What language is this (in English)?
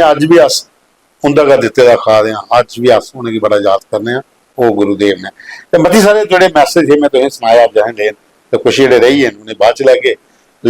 Dogri